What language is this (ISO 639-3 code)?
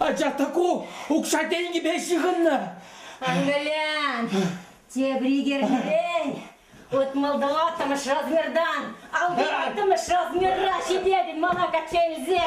chv